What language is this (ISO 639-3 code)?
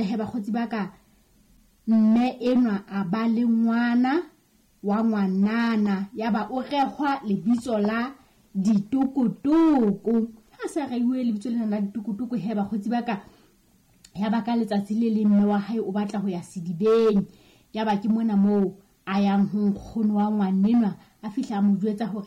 sot